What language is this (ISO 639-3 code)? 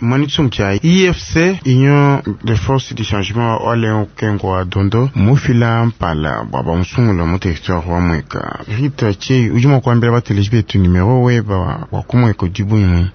lua